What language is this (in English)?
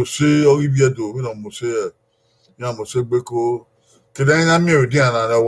Bini